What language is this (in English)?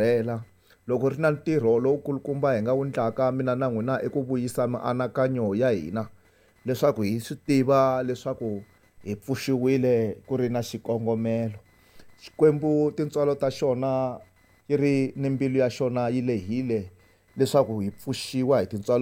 Tsonga